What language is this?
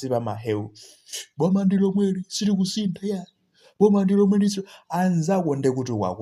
Nyanja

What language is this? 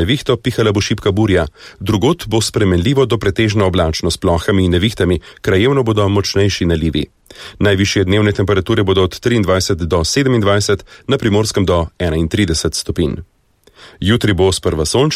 Slovenian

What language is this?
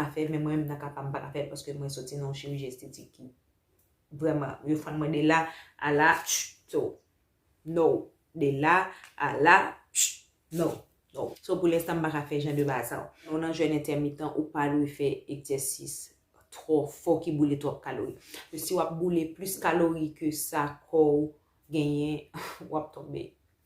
Haitian Creole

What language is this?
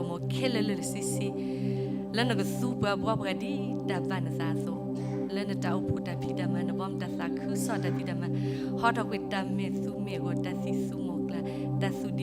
S'gaw Karen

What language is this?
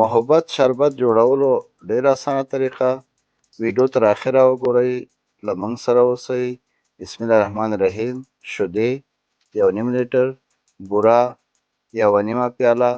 Pashto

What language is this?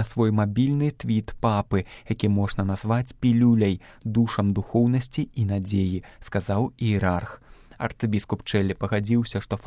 Belarusian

